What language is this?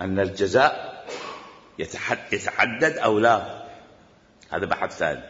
Mesopotamian Arabic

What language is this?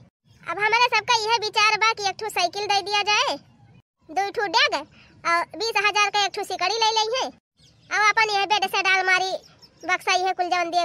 Bhojpuri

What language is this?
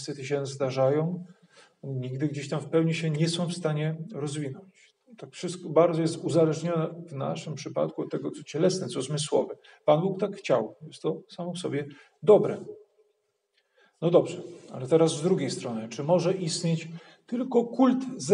Polish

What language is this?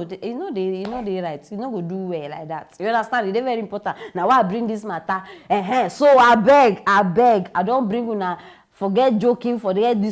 Nigerian Pidgin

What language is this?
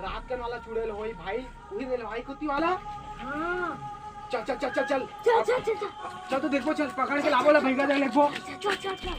Chhattisgarhi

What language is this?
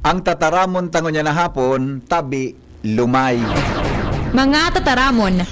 Bikol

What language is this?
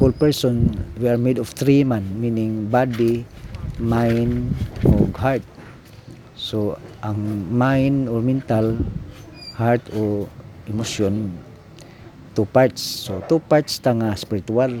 Cebuano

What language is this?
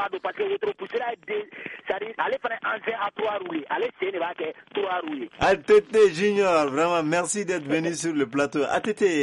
Bambara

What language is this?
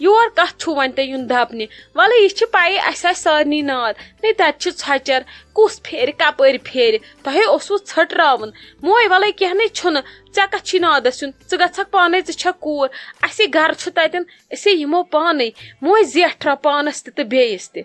Kashmiri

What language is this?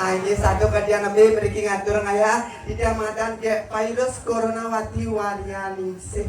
Balinese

